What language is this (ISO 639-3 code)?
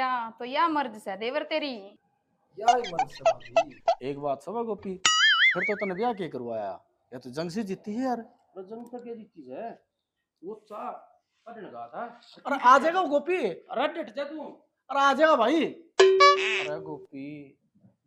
bgc